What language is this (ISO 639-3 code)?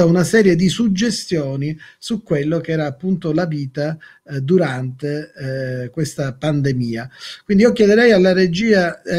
ita